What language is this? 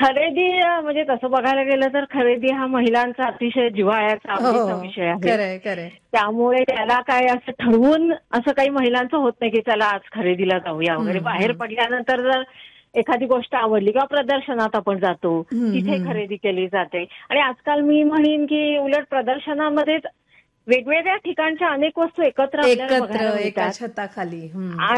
Marathi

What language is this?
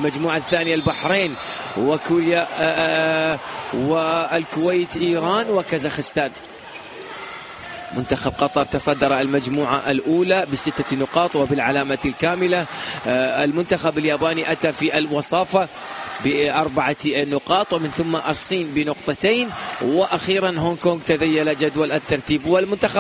Arabic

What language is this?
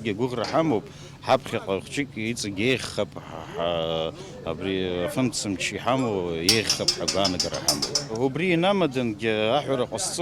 Abkhazian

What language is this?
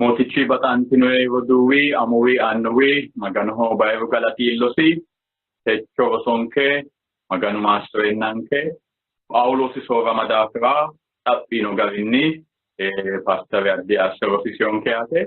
Sidamo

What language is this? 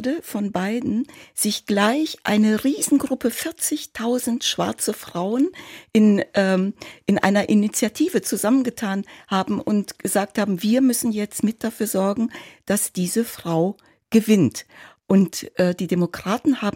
German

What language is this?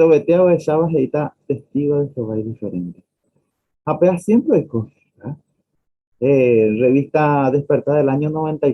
Guarani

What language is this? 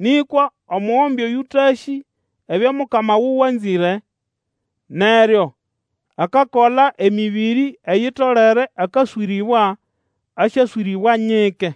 Nande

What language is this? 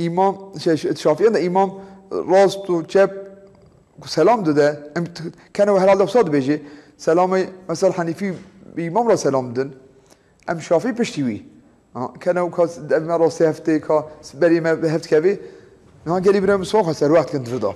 Kurdish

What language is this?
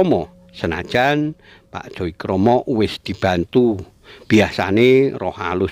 Javanese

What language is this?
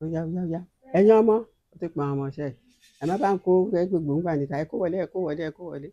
Yoruba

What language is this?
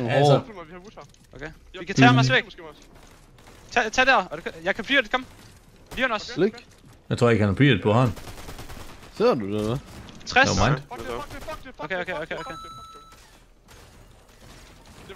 Danish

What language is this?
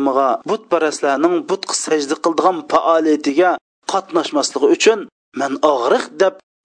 Uyghur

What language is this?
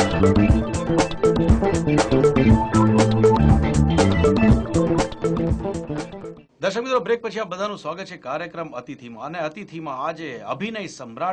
Gujarati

